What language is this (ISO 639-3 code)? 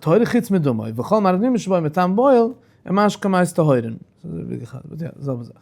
yid